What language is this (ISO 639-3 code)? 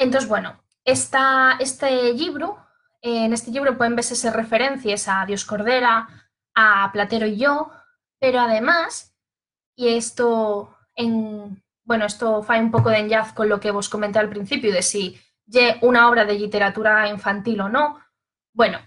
ast